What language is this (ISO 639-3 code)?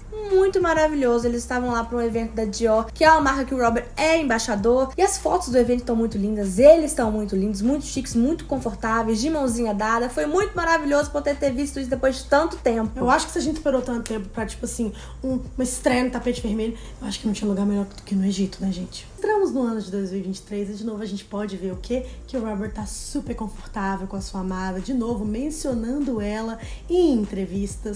por